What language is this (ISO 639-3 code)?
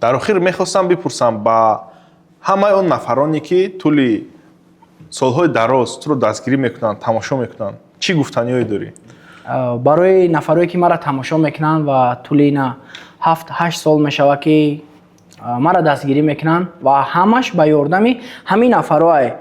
tgk